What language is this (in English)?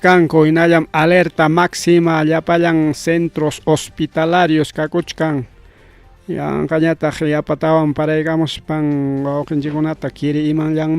Ayacucho Quechua